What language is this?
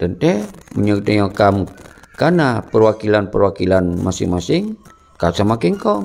Achinese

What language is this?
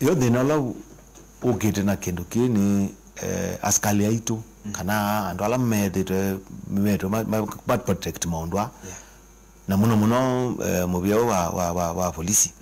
Kamba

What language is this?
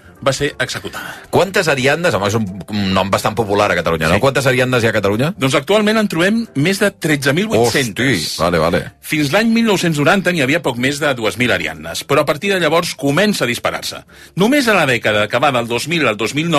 Catalan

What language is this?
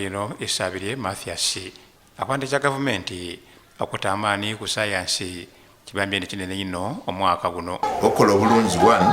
Soga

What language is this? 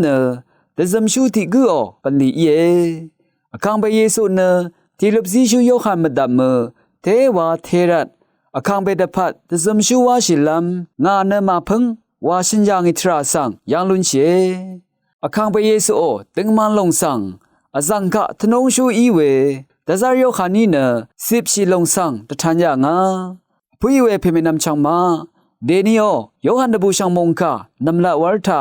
Rawang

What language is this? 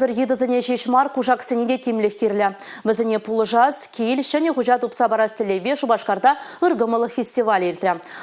Chuvash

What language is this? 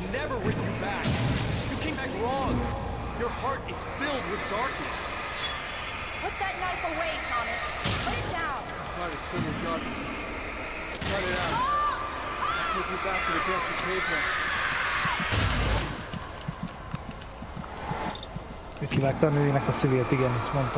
Hungarian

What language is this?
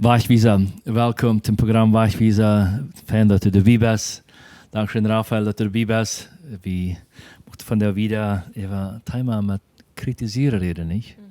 Plautdietsch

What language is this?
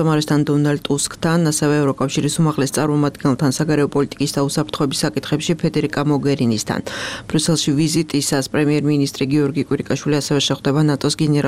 Georgian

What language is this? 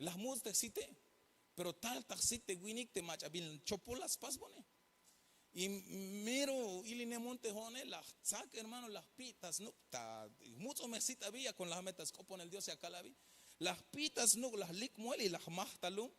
Tzeltal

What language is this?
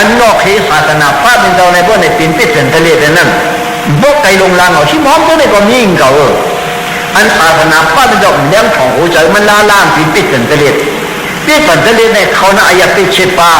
Shan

